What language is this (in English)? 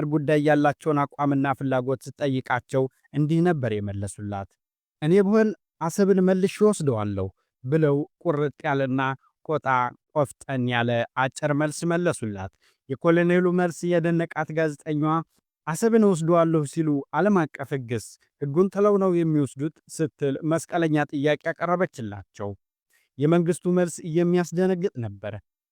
Amharic